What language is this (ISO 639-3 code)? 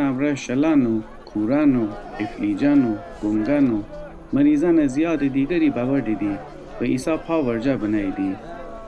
glk